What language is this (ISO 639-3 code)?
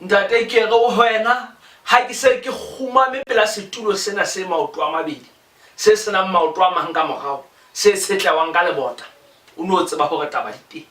sot